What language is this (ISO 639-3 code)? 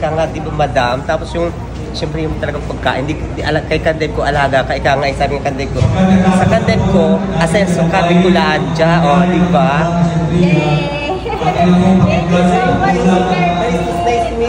fil